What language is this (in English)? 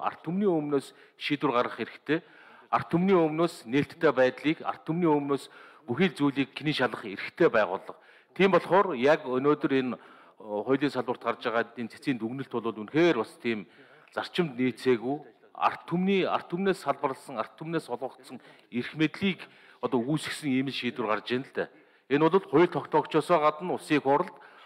Mongolian